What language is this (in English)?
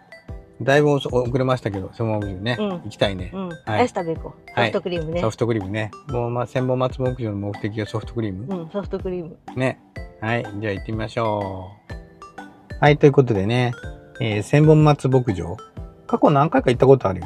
Japanese